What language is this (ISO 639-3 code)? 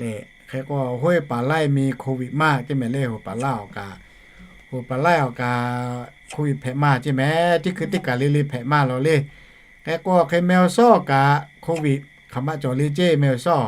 lhu